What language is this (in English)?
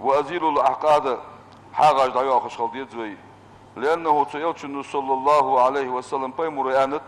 Ingush